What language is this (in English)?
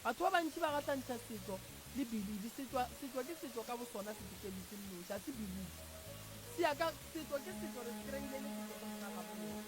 Northern Sotho